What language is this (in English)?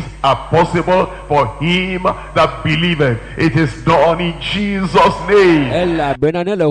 Ewe